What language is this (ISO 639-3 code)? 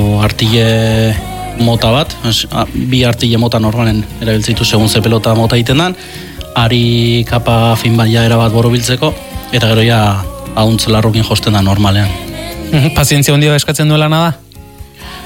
eus